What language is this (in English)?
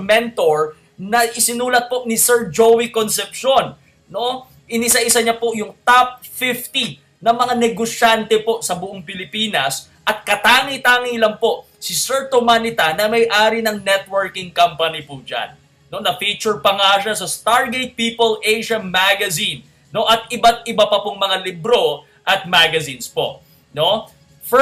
Filipino